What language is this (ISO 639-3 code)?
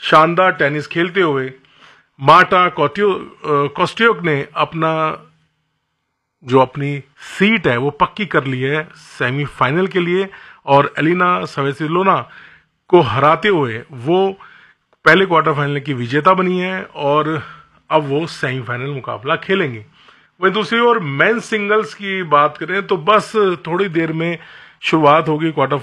hin